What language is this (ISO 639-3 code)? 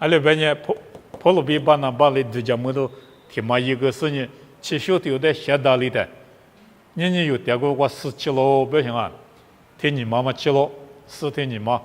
lis